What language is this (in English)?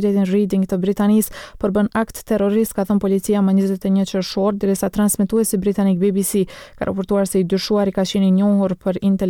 Albanian